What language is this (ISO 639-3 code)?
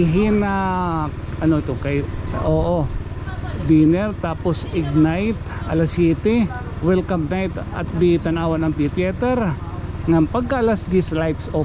war